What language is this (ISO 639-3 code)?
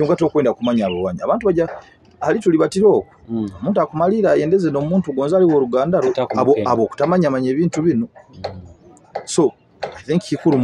nyo